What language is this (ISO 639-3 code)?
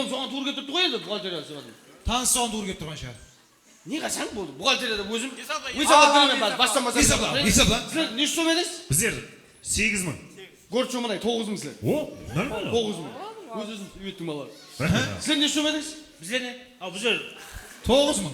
kaa